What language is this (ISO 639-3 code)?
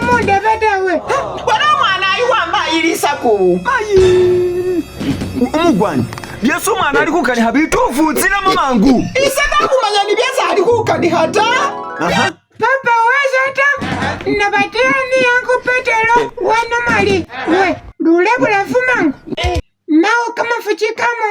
myx